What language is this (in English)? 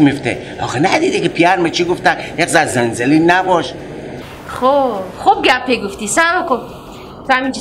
Persian